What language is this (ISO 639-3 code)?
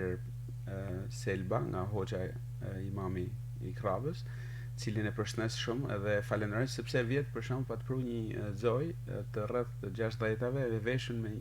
sqi